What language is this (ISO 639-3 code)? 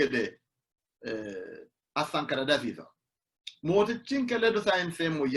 sid